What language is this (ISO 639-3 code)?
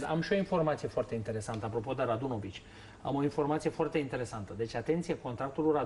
ron